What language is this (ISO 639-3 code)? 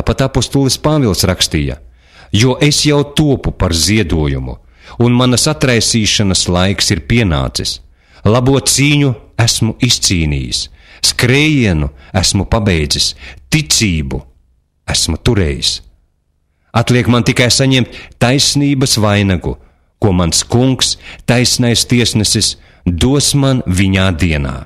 lav